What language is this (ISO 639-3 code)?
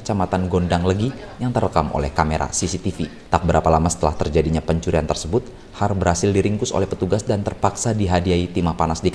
ind